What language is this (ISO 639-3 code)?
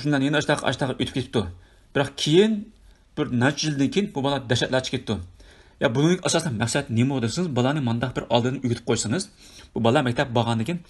uig